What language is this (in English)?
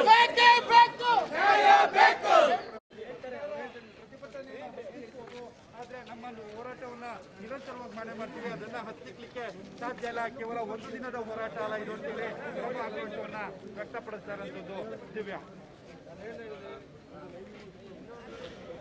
Kannada